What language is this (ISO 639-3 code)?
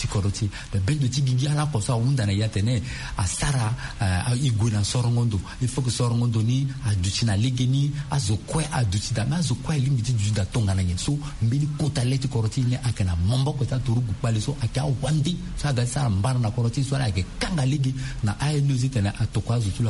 sag